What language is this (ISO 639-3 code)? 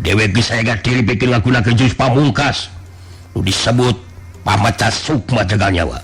sun